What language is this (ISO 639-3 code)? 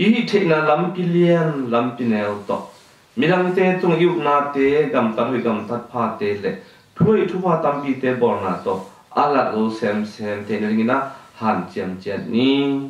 ctd